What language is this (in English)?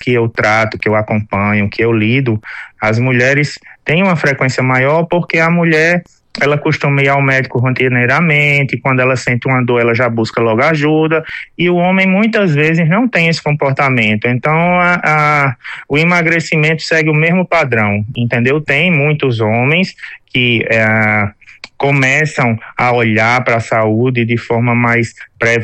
Portuguese